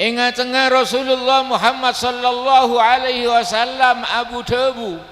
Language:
Madurese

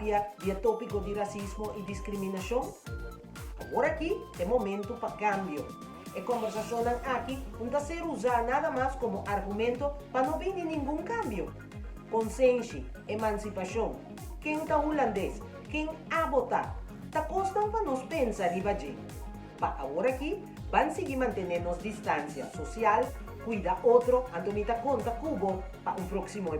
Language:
Papiamento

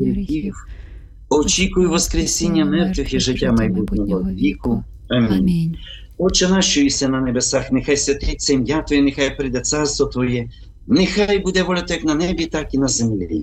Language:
Ukrainian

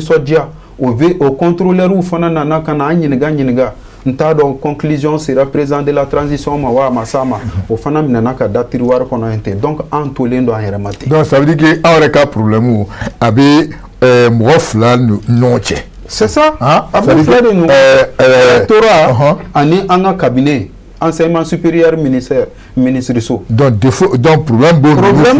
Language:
Bambara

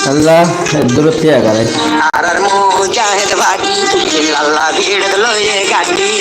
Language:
Rohingya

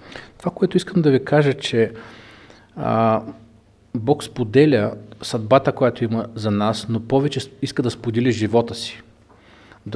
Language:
Bulgarian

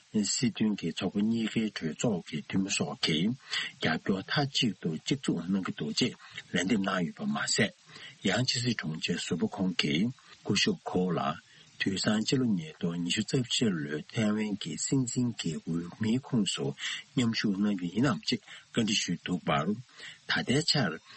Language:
Tibetan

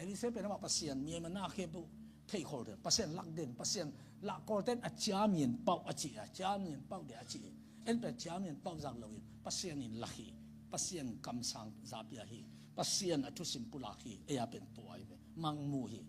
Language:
Tedim Chin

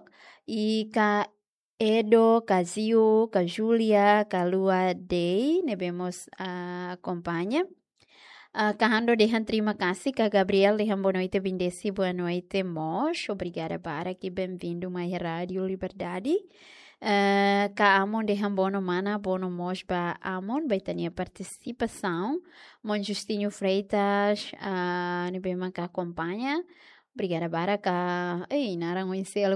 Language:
Tetum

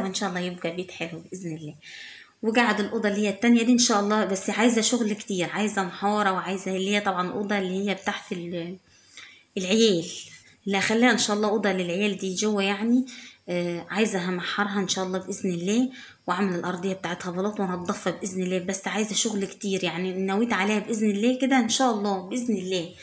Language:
Egyptian Arabic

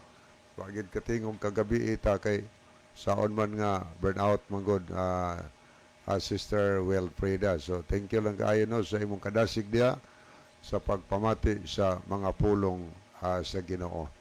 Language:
Cebuano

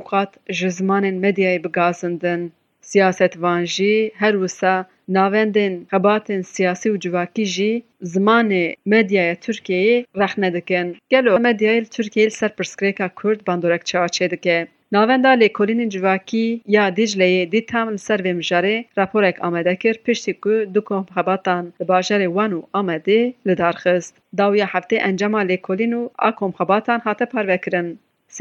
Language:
Kurdish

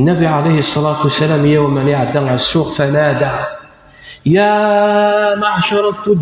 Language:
Kabyle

